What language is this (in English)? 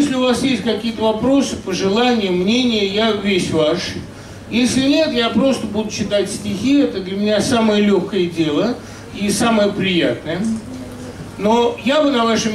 Russian